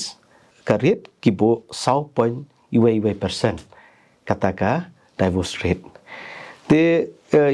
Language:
Khasi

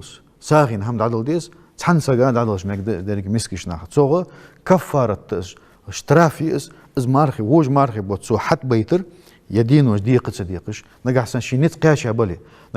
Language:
Ingush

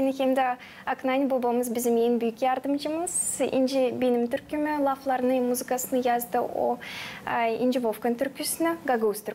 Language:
Gagauz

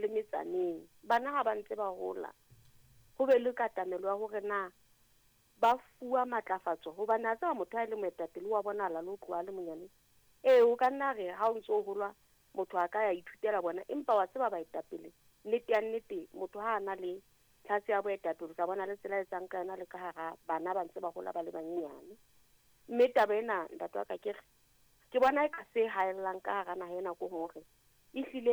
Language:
Southern Sotho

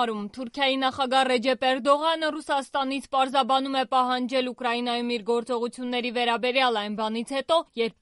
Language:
Armenian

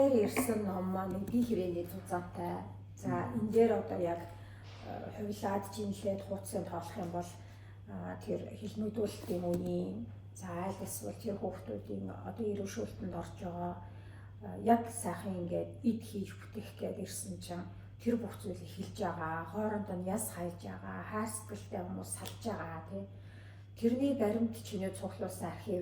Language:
Mongolian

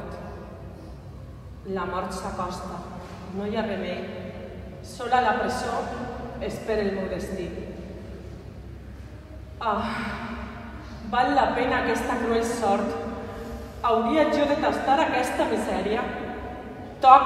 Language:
Catalan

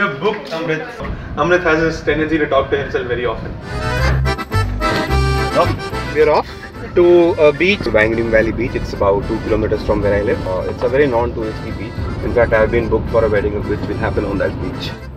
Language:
English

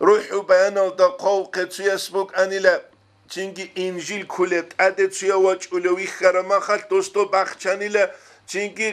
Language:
Avaric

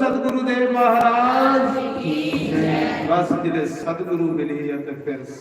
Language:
Dogri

